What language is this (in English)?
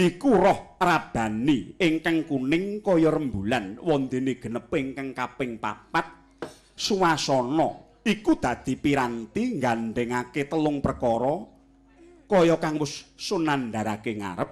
Javanese